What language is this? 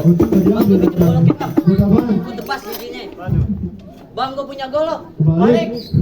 Betawi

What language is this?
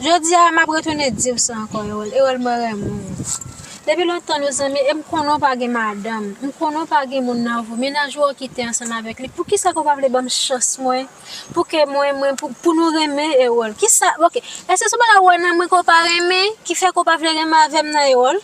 Haitian Creole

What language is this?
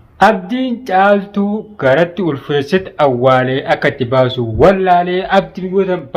Oromo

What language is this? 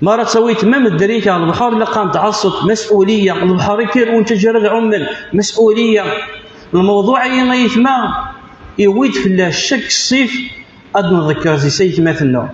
Kabyle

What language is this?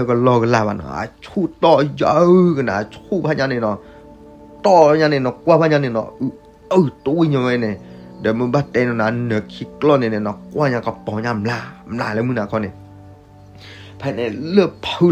S'gaw Karen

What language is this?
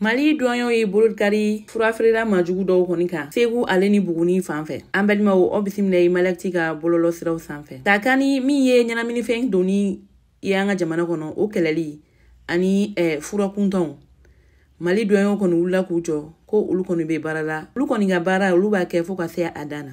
Bambara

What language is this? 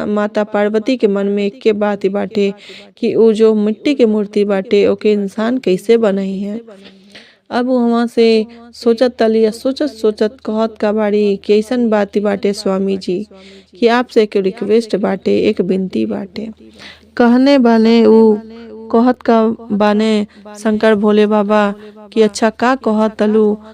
Bhojpuri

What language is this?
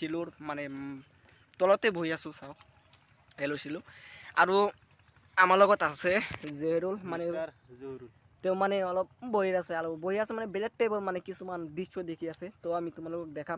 Assamese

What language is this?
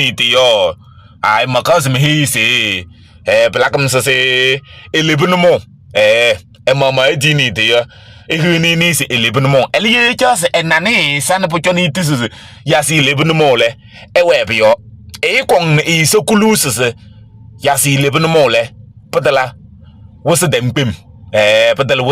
Kabiyè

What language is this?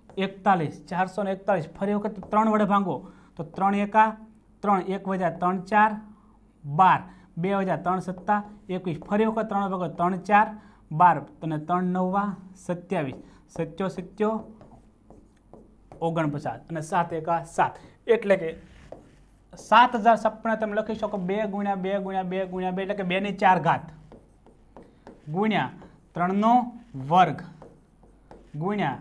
Gujarati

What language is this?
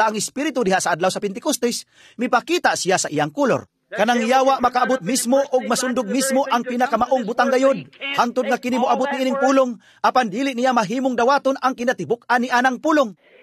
Cebuano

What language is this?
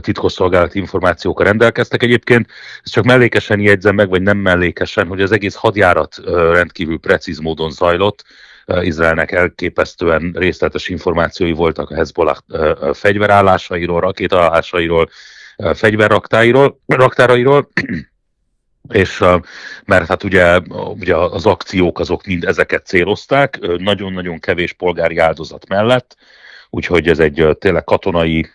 Hungarian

